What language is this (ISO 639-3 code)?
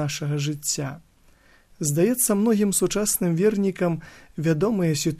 bel